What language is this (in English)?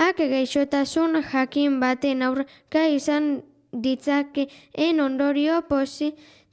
Basque